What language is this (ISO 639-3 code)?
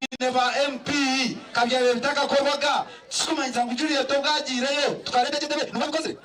nyn